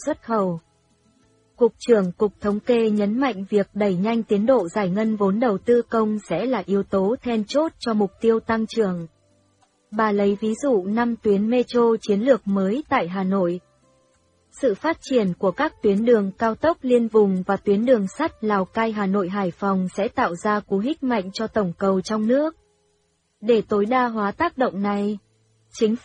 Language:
Vietnamese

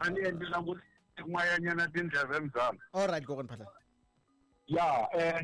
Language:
Tsonga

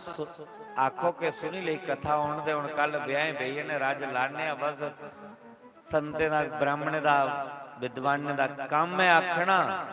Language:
Dogri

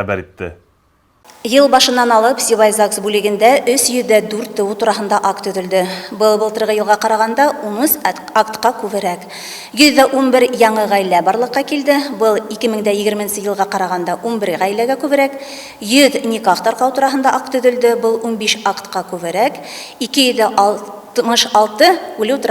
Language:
Bashkir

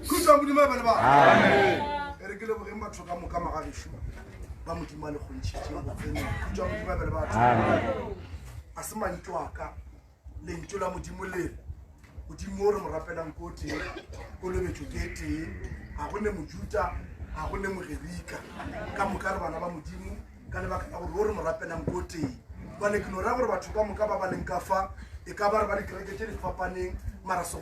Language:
Northern Sotho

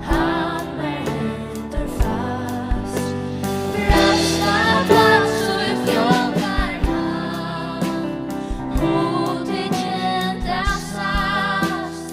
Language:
Faroese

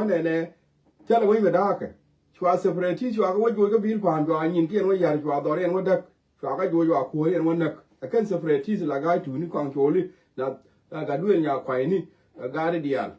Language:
Nuer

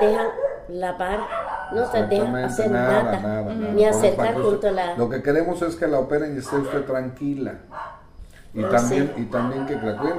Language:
Spanish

